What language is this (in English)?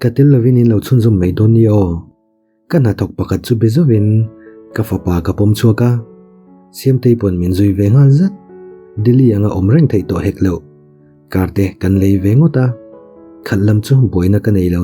Mizo